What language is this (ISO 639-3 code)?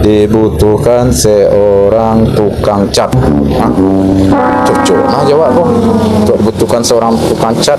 min